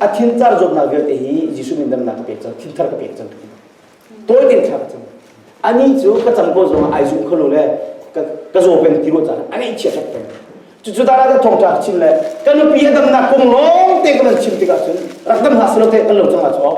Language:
Hakha Chin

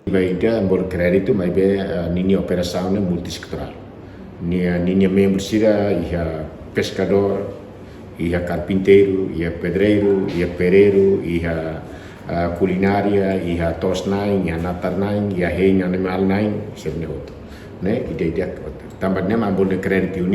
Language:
Tetum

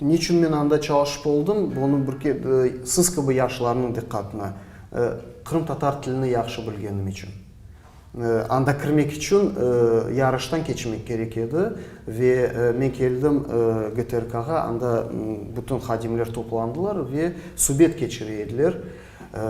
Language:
Crimean Tatar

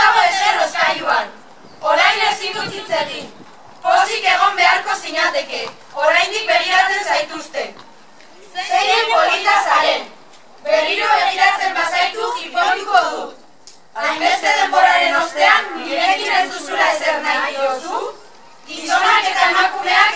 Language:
Basque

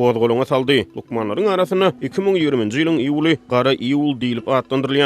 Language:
Turkmen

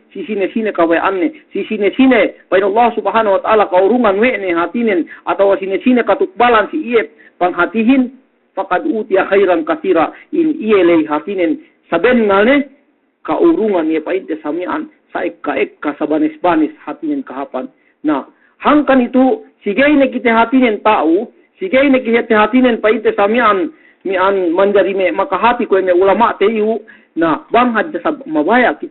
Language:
Yakan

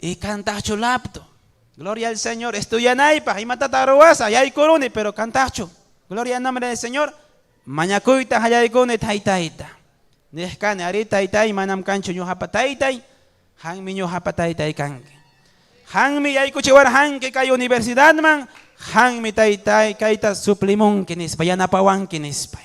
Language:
Ayacucho Quechua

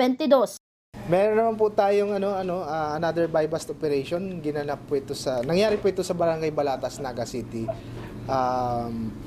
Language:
Bikol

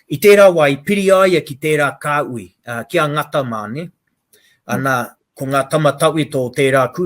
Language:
Māori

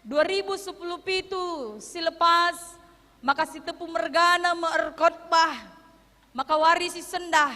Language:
Batak Karo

